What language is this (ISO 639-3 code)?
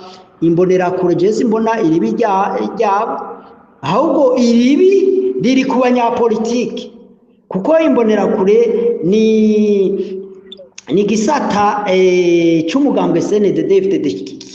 run